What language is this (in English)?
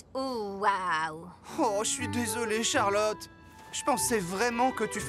French